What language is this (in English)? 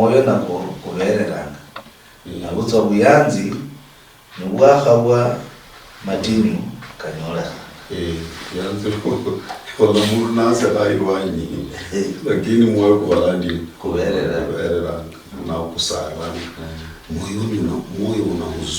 Luyia